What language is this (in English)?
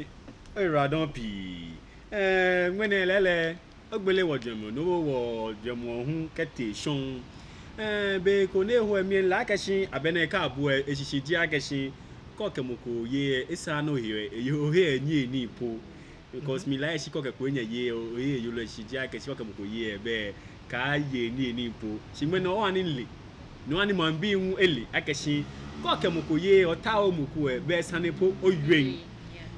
Ga